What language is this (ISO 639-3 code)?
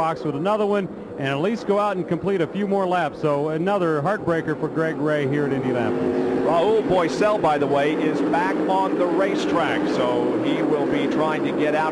eng